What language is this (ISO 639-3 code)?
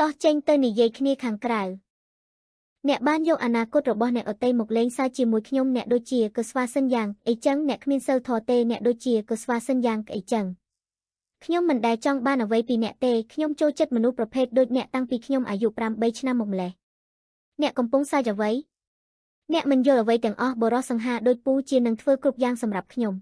khm